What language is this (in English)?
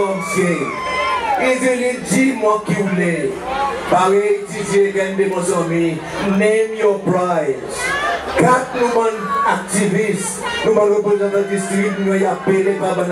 Seselwa Creole French